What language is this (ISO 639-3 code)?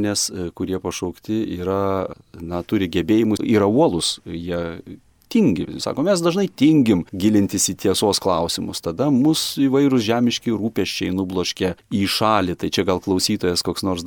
lit